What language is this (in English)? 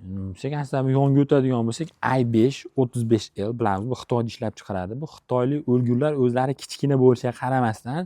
Uzbek